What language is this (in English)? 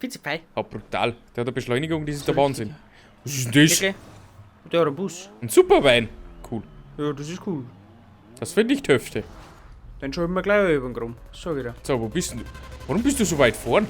Bavarian